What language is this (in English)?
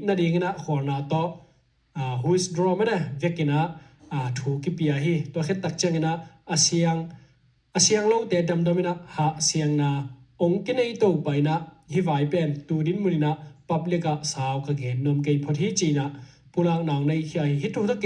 Tedim Chin